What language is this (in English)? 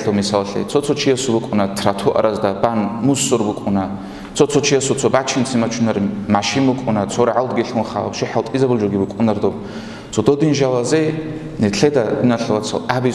Avaric